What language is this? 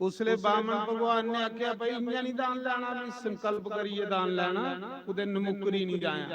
Dogri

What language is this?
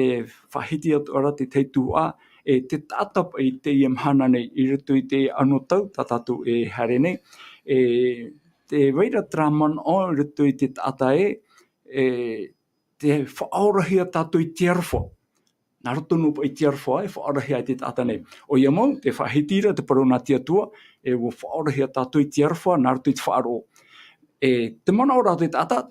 Tahitian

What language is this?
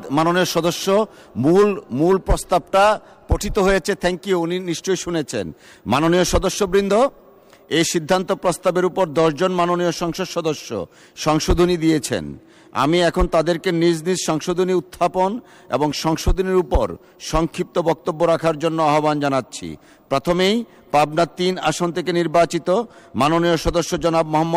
Bangla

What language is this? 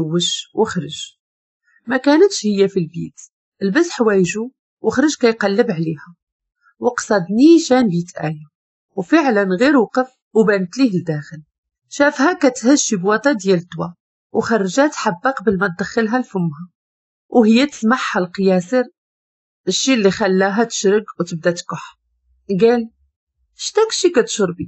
Moroccan Arabic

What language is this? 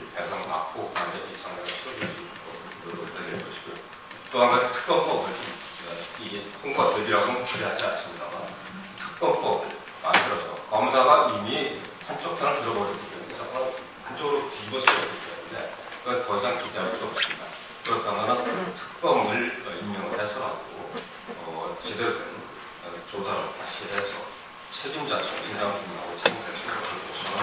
Korean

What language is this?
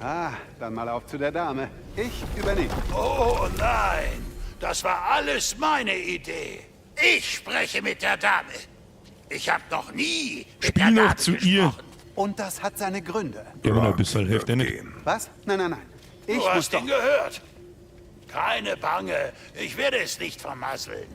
Bavarian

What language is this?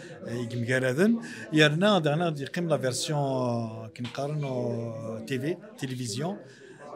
Kabyle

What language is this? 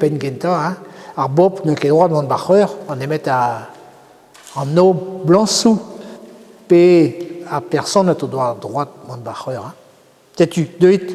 Breton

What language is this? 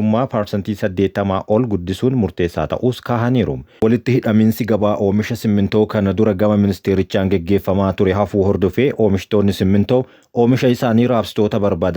Oromo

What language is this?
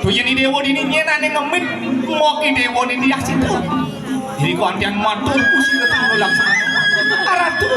Balinese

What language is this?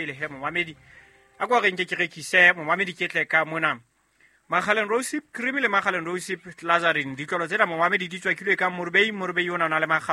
Southern Sotho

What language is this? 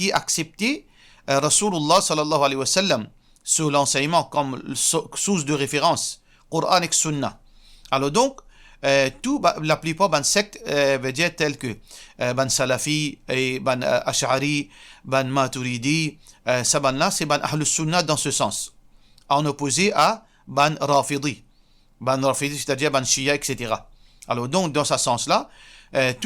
Morisyen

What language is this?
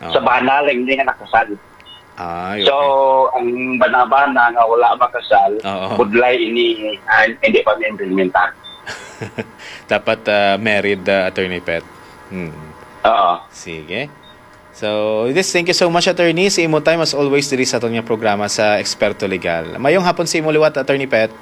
Hiligaynon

